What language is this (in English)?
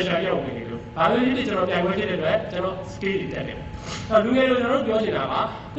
Burmese